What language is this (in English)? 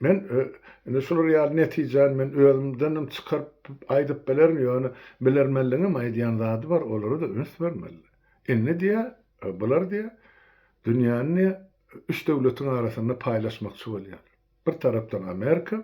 Turkmen